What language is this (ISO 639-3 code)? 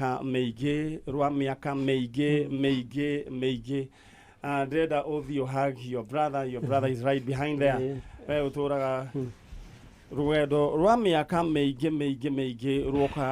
kik